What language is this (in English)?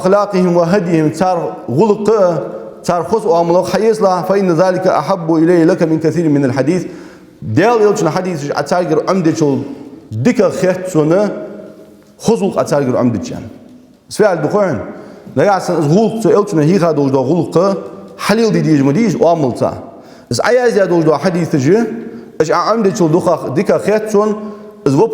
Ingush